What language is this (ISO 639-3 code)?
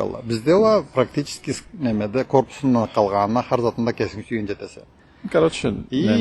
krc